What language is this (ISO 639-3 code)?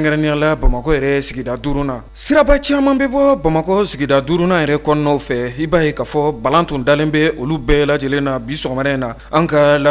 bam